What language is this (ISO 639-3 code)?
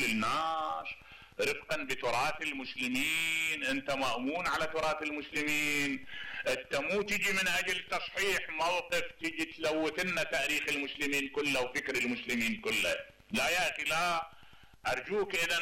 acm